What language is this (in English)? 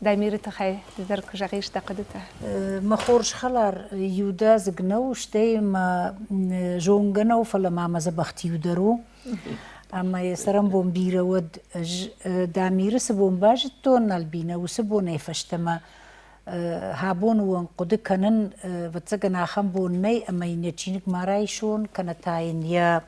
Ossetic